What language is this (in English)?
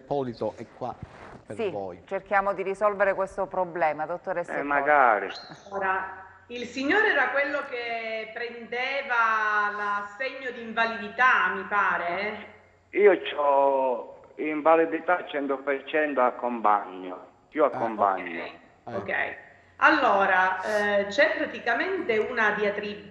Italian